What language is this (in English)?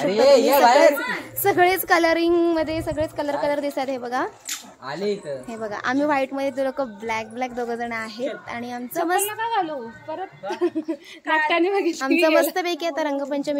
Marathi